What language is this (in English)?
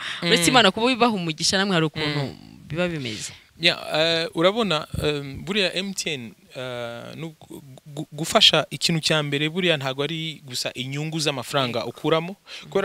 Kinyarwanda